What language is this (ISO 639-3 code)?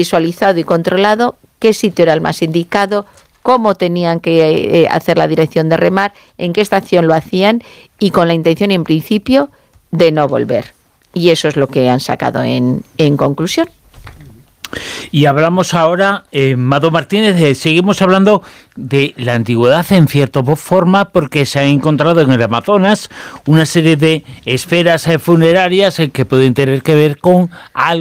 spa